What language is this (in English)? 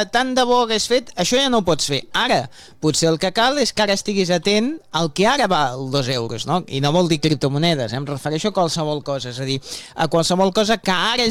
Catalan